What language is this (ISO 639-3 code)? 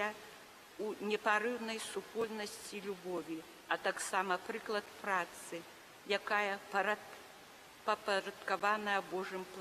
bel